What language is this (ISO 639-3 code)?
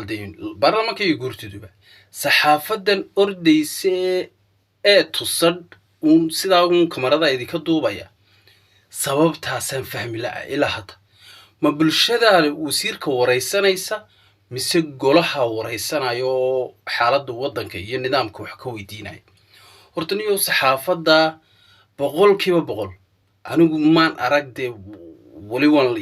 som